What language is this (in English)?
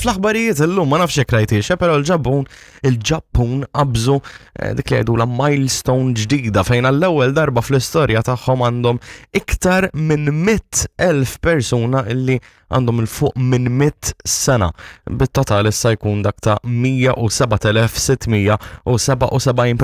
Maltese